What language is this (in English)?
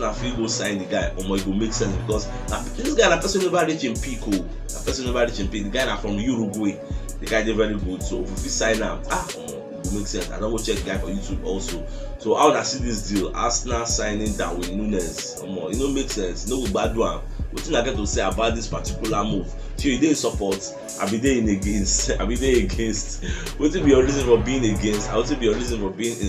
Nigerian Pidgin